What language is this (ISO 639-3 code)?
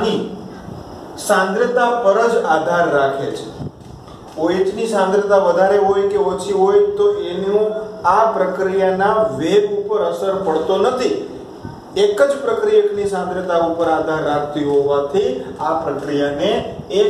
guj